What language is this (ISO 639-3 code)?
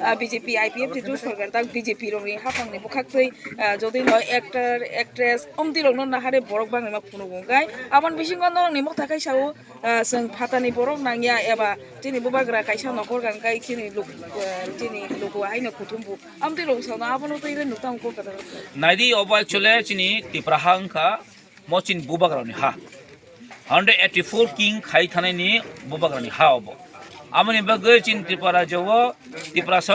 trp